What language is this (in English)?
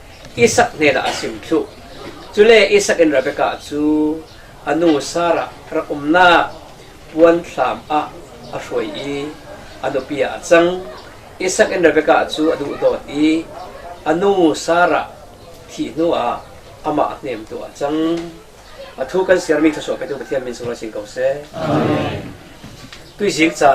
Falam Chin